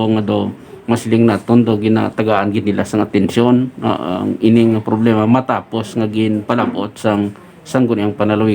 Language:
Hiligaynon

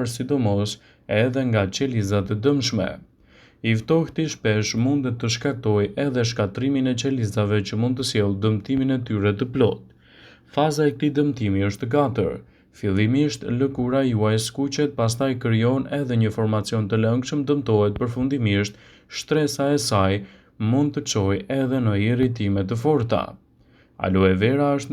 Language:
Albanian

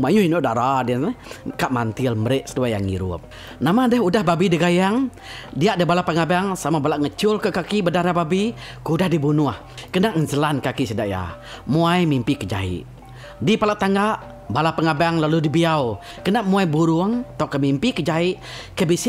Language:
Iban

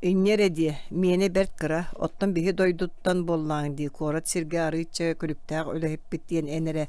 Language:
Yakut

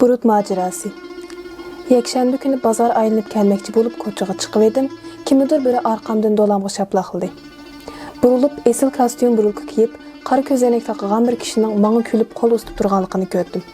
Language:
Uyghur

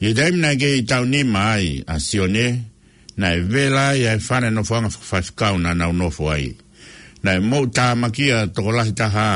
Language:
Tongan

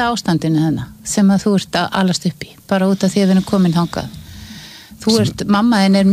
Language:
Icelandic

